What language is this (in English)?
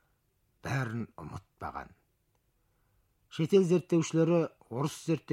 Kazakh